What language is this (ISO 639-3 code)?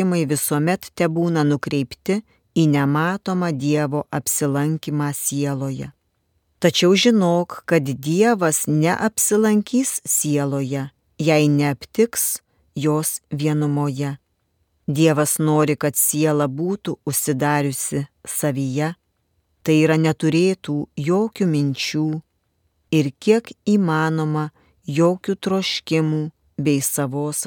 lit